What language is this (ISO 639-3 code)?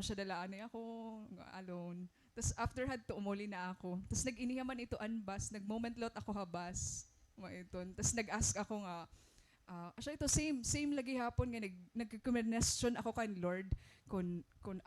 war